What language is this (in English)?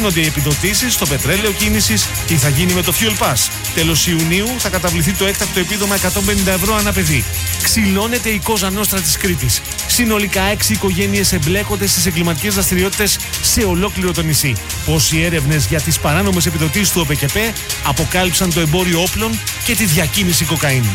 Greek